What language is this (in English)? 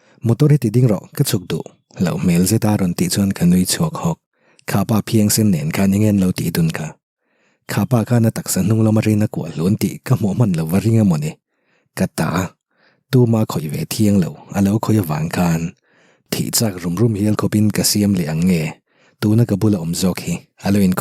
Mizo